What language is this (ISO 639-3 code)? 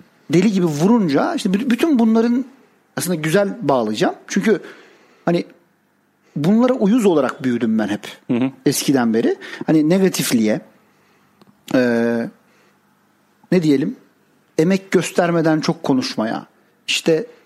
tur